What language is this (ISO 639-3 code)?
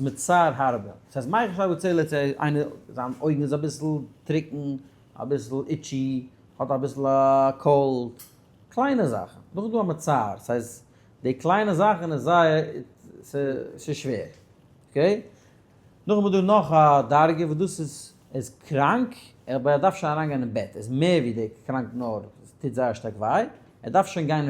yid